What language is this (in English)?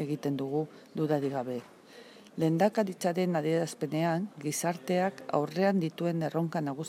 Basque